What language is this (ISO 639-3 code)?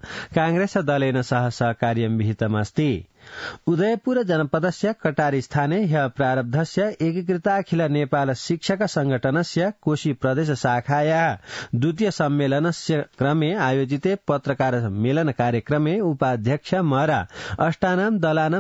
san